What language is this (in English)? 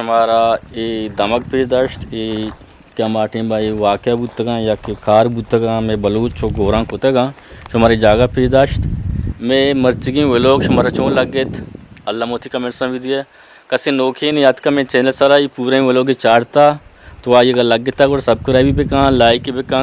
Eastern Balochi